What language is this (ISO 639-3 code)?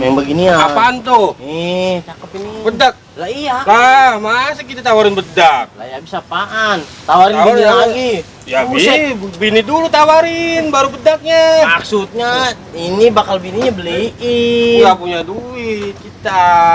bew